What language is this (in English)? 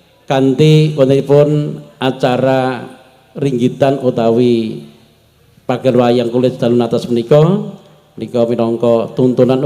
Javanese